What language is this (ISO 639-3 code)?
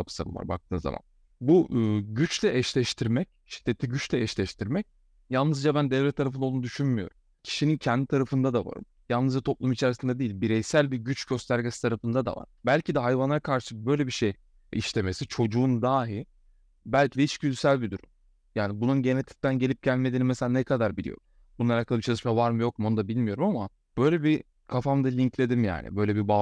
tur